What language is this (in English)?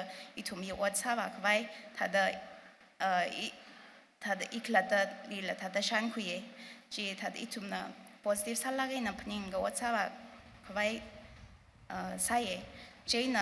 Tangkhul Naga (India)